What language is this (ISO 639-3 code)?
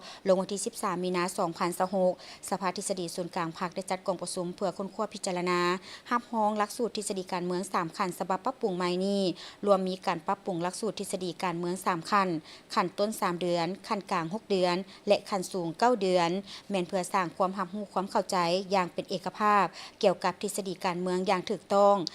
lao